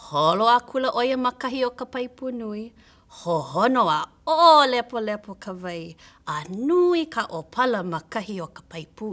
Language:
Hawaiian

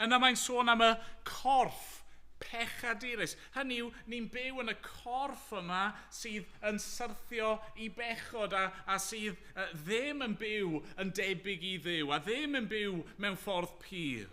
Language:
Welsh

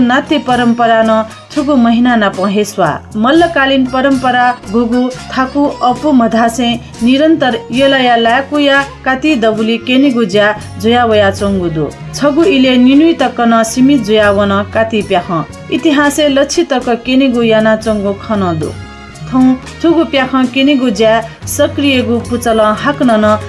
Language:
Newari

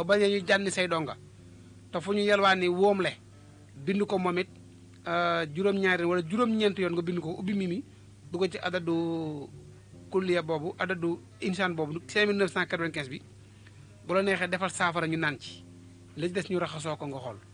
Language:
Wolof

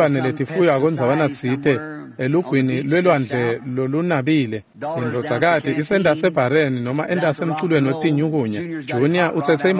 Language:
Swati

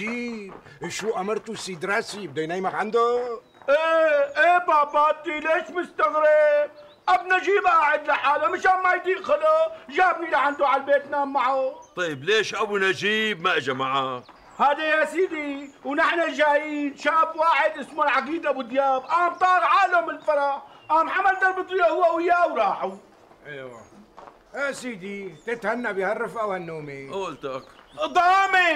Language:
North Levantine Arabic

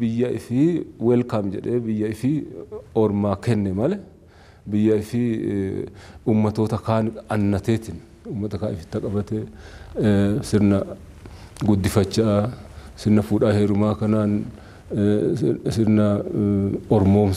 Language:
Oromo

